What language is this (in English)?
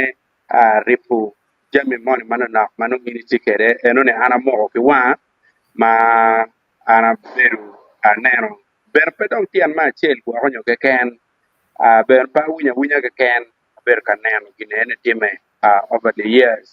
Acoli